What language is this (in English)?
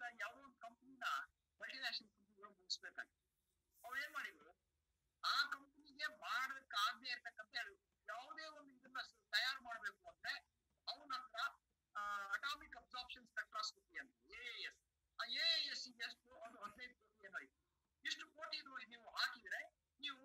Kannada